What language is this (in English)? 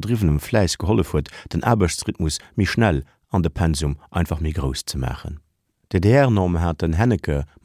Luxembourgish